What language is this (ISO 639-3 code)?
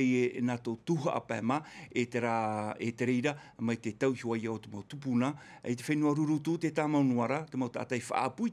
tah